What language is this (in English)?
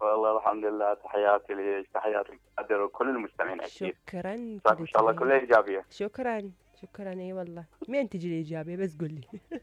Mesopotamian Arabic